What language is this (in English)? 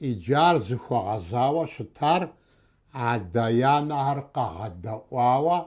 Kabardian